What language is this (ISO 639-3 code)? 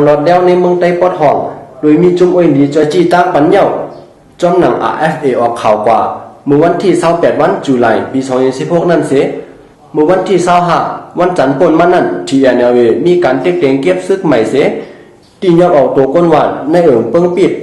shn